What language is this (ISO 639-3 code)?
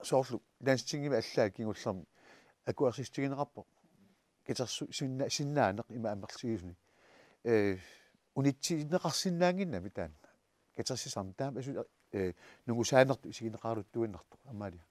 kal